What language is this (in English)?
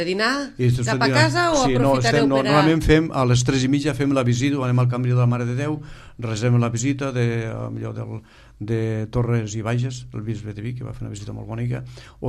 Catalan